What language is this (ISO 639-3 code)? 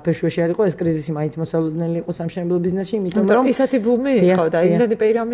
kat